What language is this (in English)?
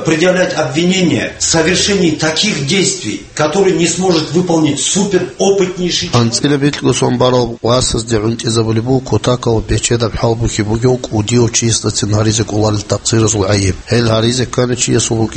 Avaric